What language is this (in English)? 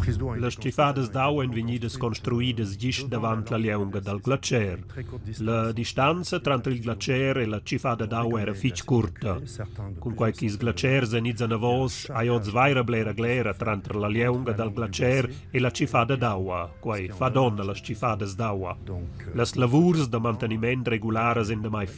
Romansh